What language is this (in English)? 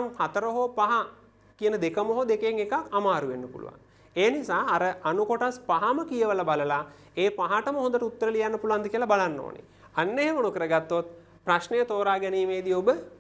Sinhala